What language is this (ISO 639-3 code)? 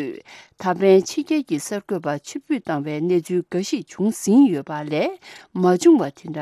bod